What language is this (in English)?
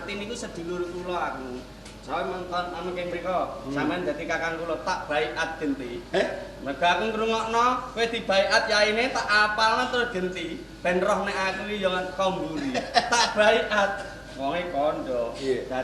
Javanese